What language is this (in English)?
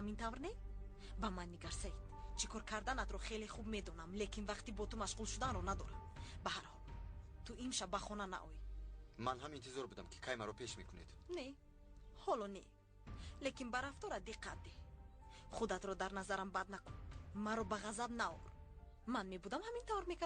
Tajik